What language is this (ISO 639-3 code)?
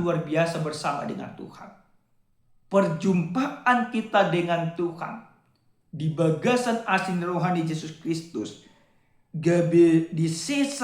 bbc